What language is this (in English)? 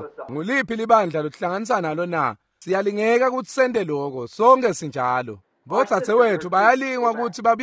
Swati